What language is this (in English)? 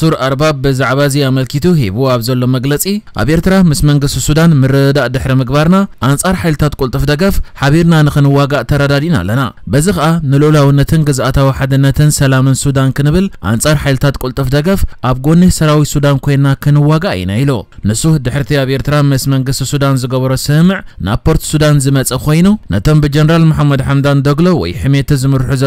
Tigrinya